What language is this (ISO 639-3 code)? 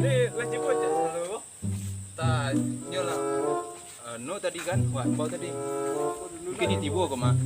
min